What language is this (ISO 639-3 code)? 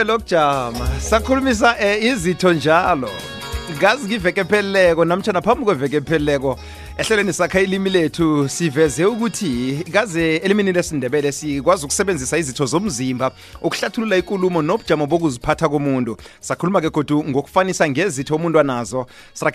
nbl